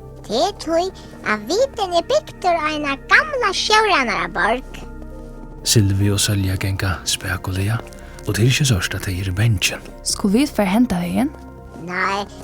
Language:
Faroese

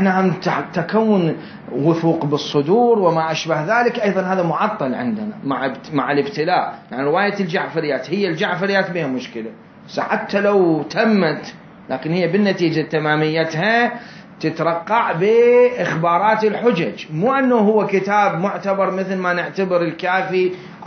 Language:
Mesopotamian Arabic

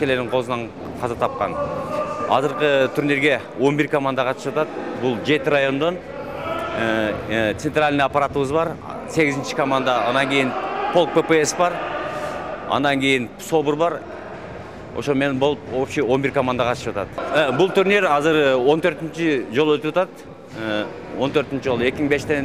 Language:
Kyrgyz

